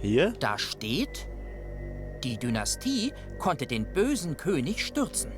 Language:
Swiss German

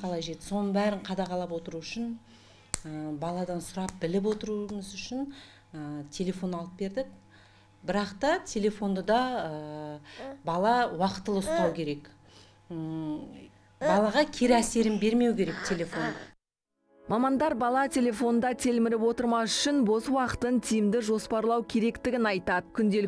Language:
Kazakh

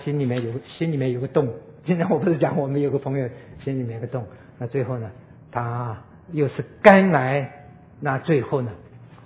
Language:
Chinese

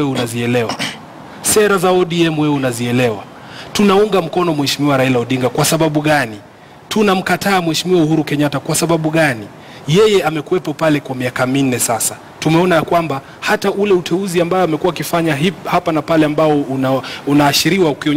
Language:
Swahili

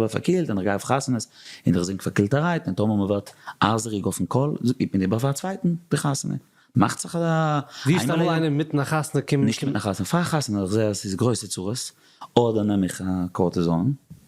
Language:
Yiddish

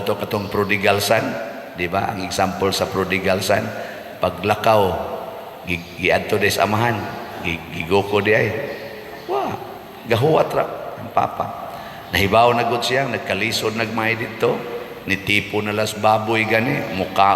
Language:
Cebuano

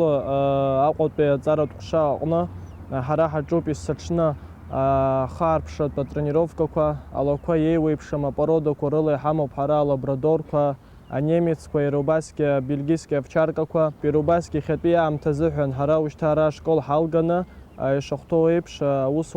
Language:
Abkhazian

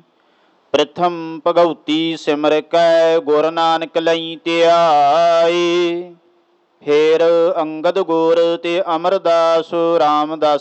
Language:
Punjabi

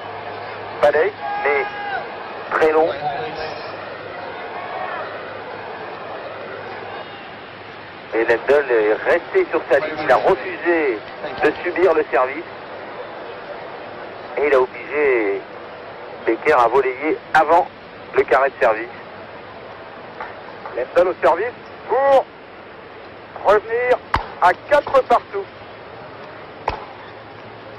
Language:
French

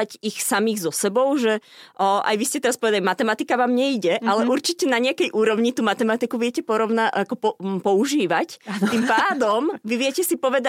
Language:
Slovak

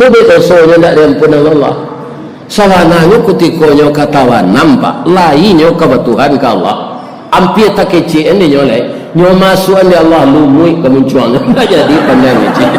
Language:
Minangkabau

